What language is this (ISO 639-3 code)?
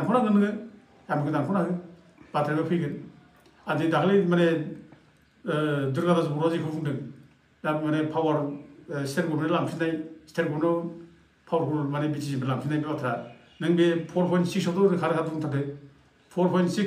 brx